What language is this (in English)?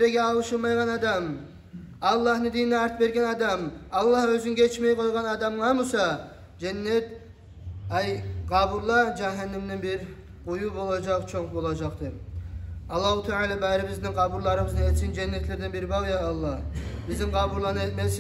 Kumyk